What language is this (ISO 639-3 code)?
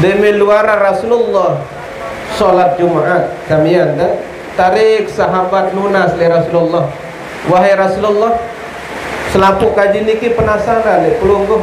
sas